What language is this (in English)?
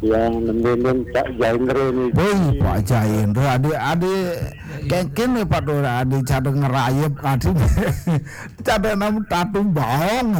Balinese